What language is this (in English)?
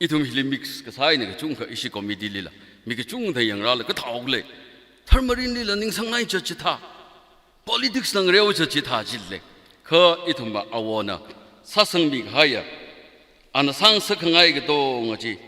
Tangkhul Naga (India)